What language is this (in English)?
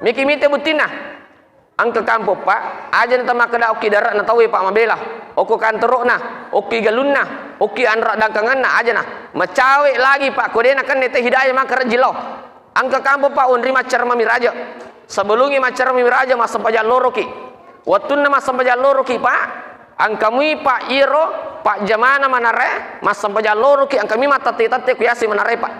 Buginese